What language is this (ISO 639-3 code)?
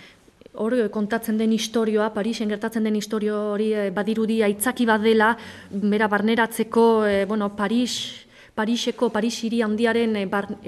eus